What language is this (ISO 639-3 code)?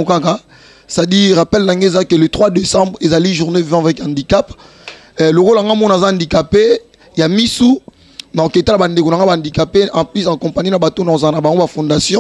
lin